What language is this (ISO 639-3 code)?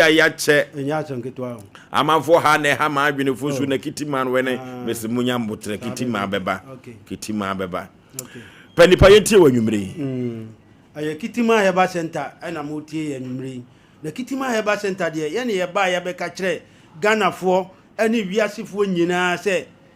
aka